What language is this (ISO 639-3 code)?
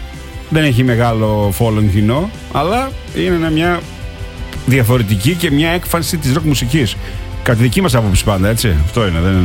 ell